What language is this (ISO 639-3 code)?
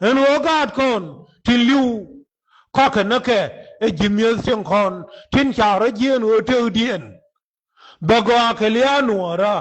nus